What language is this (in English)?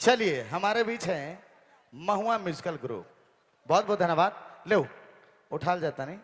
Sadri